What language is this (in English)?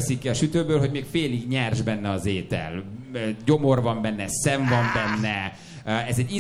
Hungarian